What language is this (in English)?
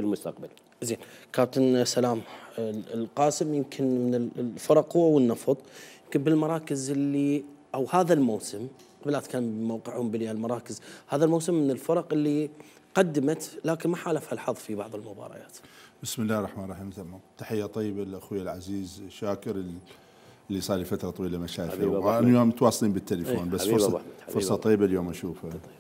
Mesopotamian Arabic